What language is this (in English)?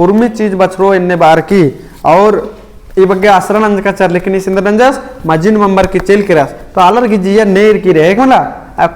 Kurukh